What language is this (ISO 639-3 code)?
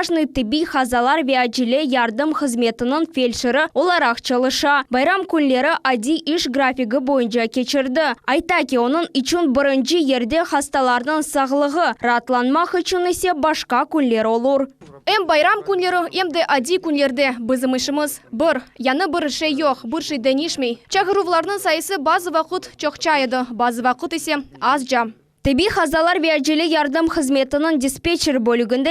crh